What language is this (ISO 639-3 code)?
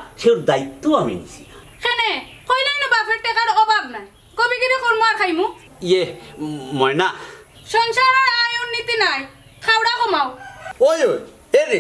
syl